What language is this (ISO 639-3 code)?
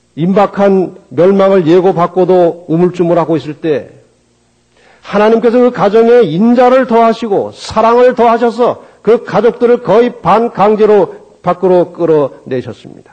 kor